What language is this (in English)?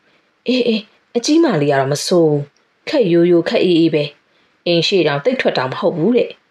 Burmese